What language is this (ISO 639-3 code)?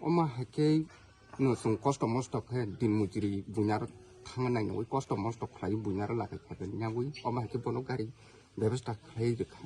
trp